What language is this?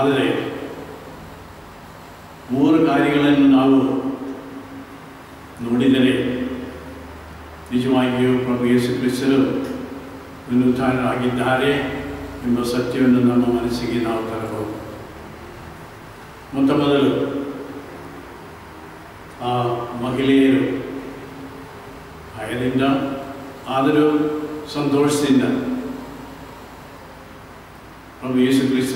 Kannada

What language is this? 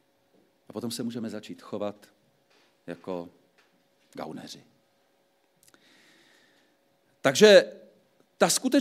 Czech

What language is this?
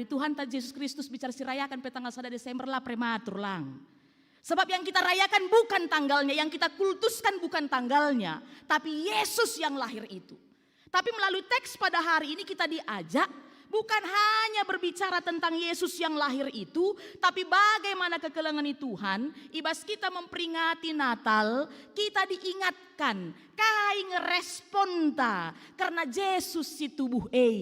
Batak Karo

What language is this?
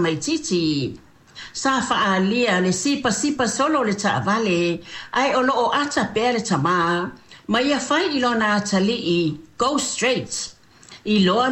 Samoan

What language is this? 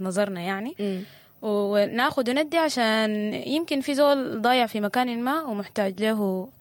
Sudanese Arabic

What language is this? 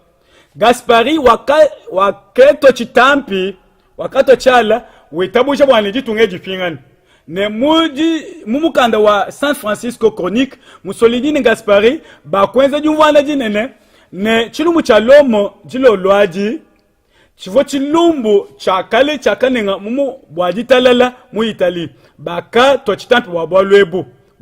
Luba-Lulua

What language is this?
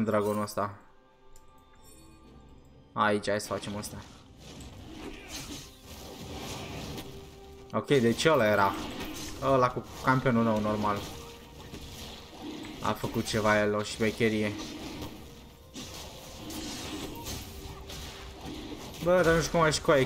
Romanian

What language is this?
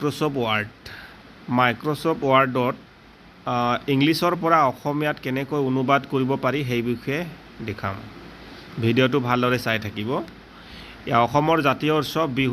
Assamese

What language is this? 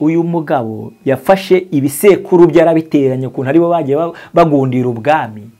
Kinyarwanda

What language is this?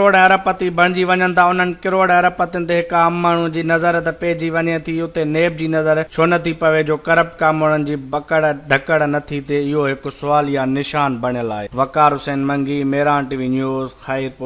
Sindhi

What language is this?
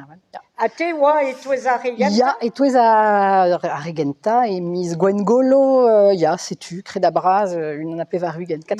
Breton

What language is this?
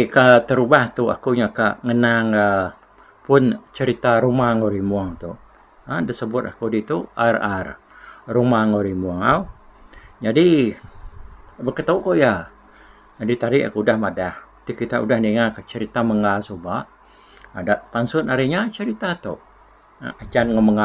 Iban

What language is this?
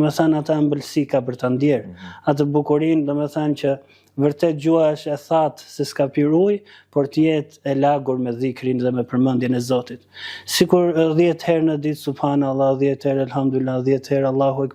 Albanian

